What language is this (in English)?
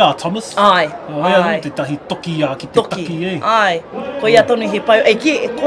Māori